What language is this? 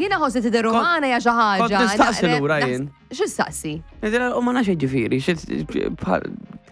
Maltese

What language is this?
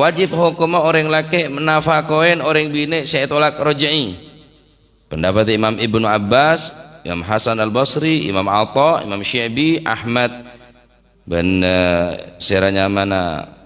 Madurese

